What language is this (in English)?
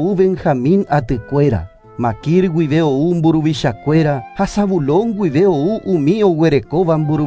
Guarani